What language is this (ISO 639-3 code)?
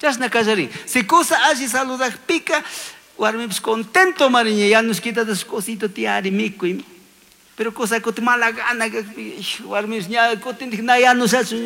qug